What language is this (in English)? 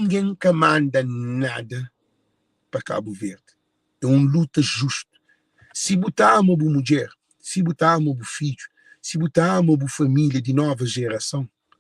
Kabuverdianu